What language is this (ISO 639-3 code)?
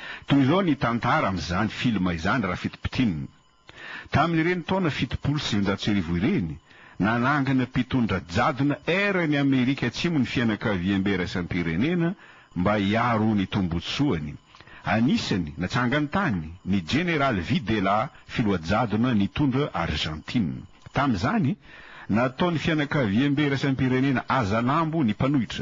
mlg